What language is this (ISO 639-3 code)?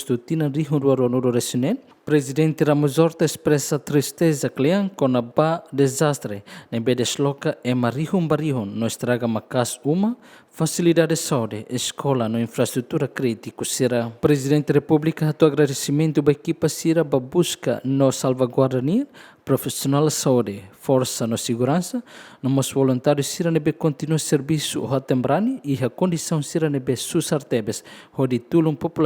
tet